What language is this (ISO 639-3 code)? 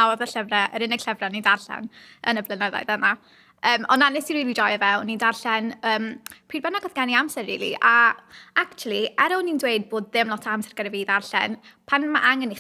cym